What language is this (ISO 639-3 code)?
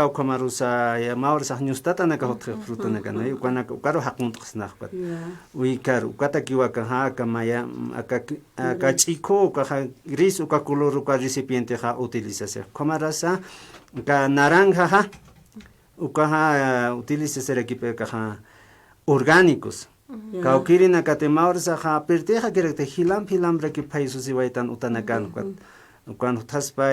aym